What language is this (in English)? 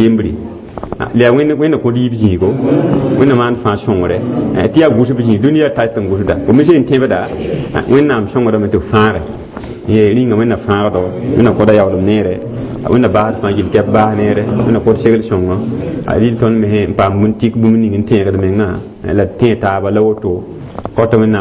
Mossi